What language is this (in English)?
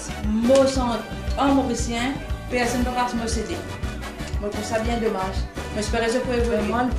Morisyen